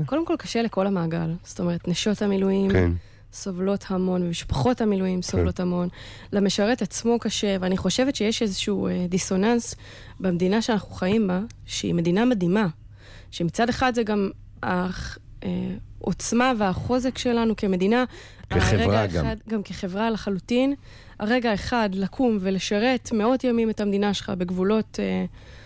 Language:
Hebrew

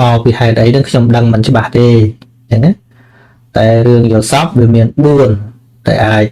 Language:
Khmer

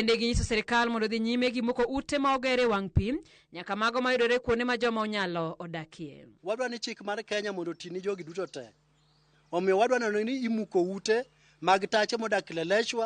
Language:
Luo (Kenya and Tanzania)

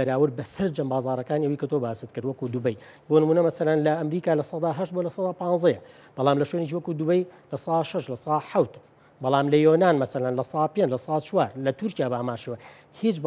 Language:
Central Kurdish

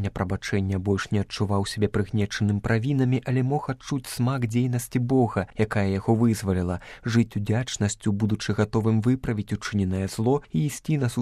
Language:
Belarusian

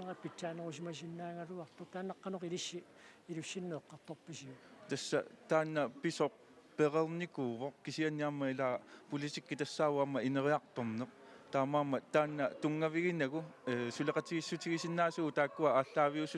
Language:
Kalaallisut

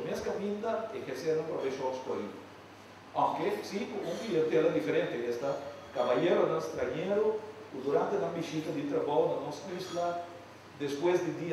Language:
Papiamento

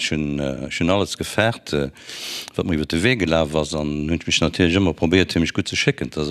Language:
Luxembourgish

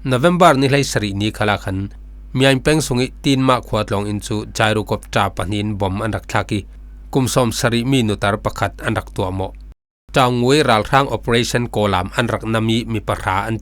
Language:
Falam Chin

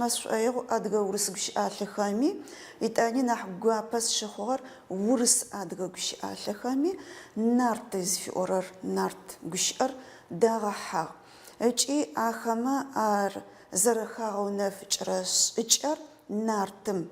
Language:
Adyghe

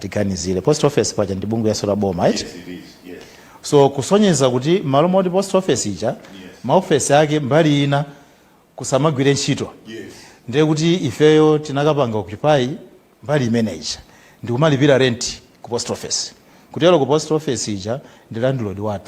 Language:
Nyanja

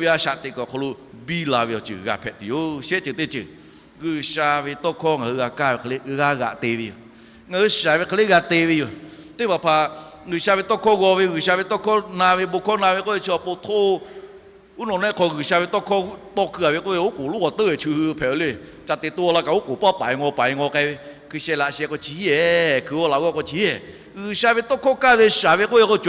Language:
Lahu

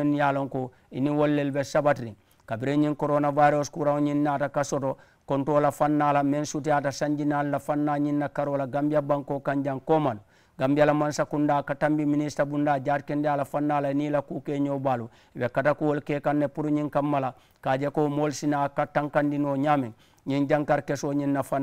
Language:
Mandingo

